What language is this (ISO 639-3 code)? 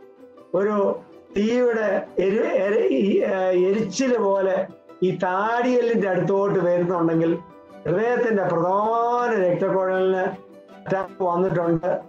mal